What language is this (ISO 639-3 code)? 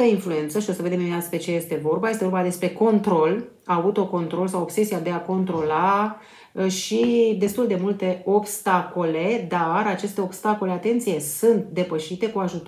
ron